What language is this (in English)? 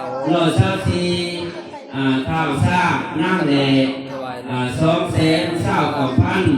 Northeastern Thai